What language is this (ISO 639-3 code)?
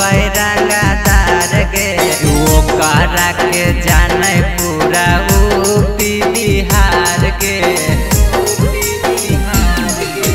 bho